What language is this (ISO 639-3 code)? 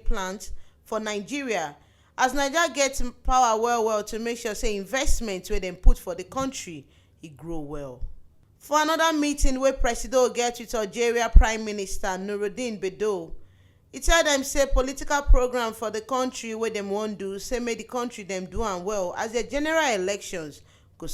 pcm